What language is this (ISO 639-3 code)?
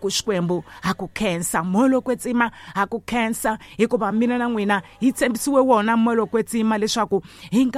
tso